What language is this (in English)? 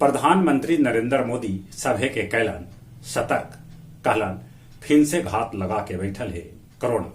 Magahi